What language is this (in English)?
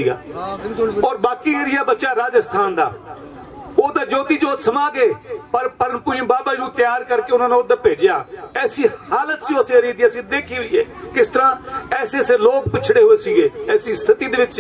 Hindi